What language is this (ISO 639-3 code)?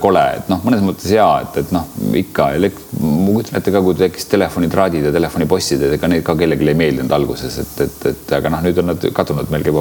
est